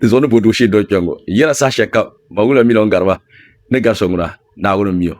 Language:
Dagbani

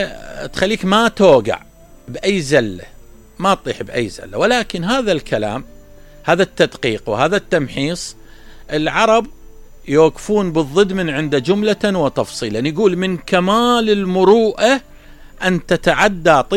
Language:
Mesopotamian Arabic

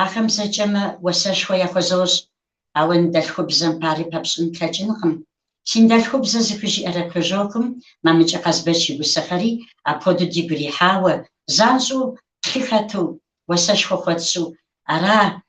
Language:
Kabardian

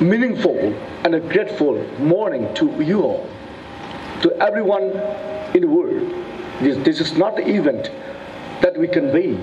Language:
Tangkhul Naga (India)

